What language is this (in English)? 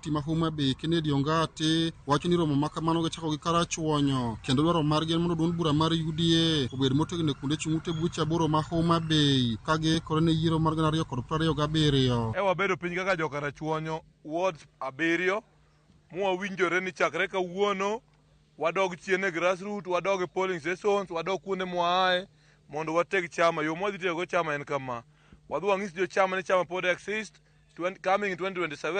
Luo (Kenya and Tanzania)